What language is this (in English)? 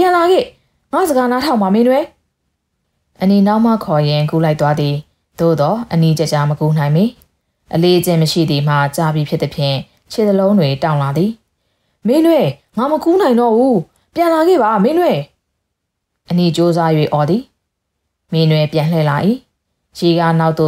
Burmese